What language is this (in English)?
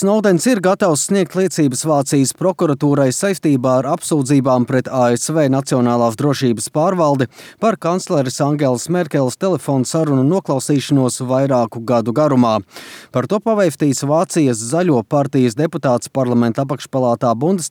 Latvian